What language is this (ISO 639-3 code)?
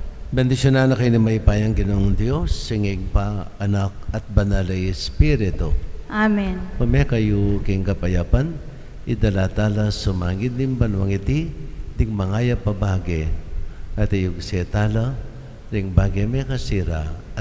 pam